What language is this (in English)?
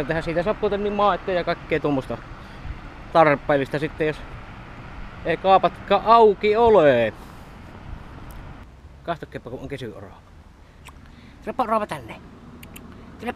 Finnish